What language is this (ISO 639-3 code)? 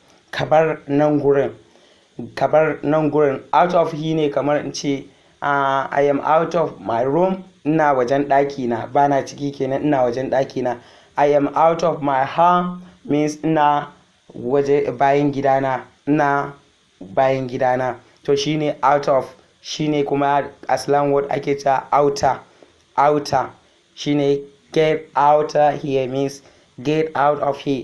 hau